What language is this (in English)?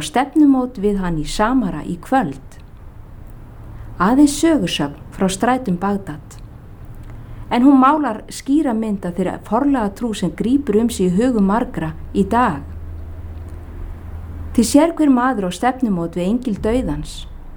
Icelandic